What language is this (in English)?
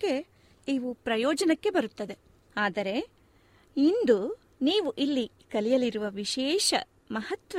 Kannada